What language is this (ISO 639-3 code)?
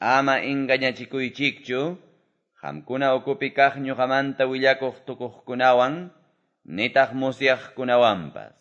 que